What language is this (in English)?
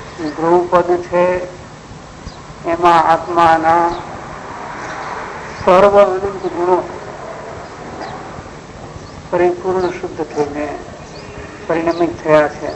Gujarati